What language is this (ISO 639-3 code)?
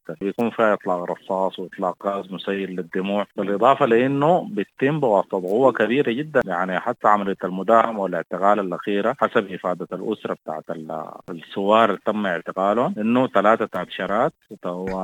apd